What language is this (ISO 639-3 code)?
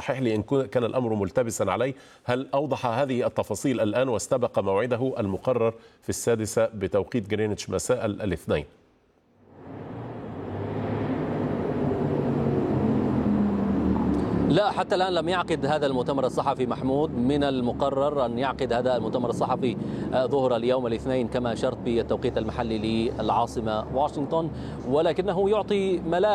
ara